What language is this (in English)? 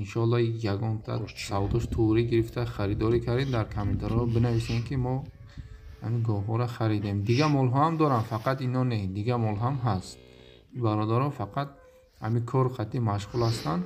Tajik